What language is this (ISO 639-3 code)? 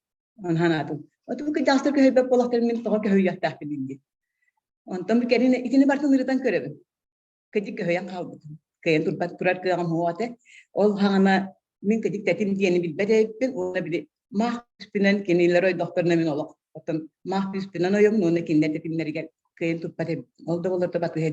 sah